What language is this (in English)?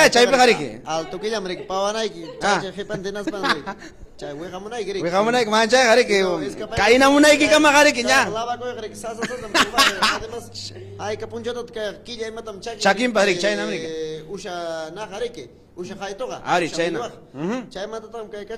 Ayacucho Quechua